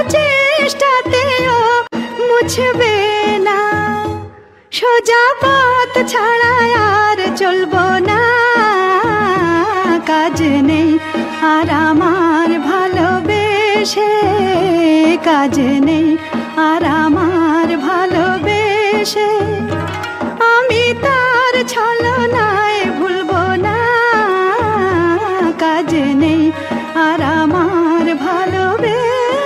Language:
Bangla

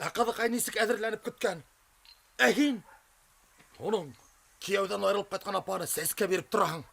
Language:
Bashkir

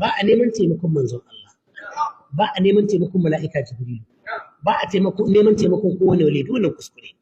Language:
Hausa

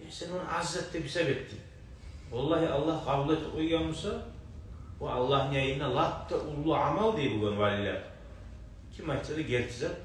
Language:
Kumyk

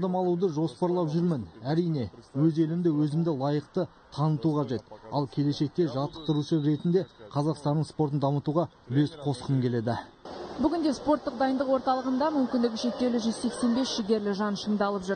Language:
Kazakh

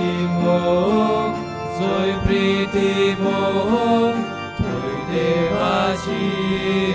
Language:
Konkani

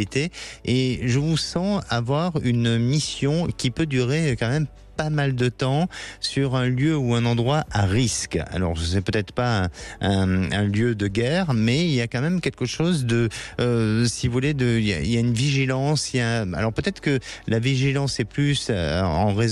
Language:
French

